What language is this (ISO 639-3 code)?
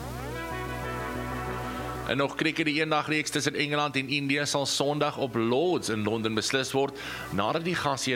afr